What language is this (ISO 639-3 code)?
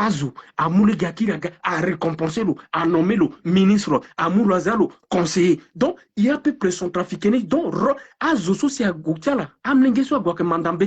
sag